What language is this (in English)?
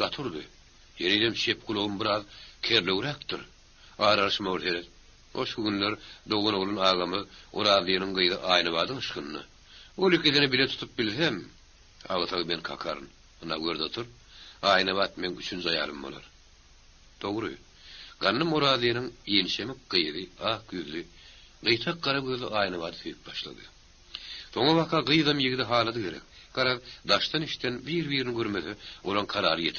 Turkmen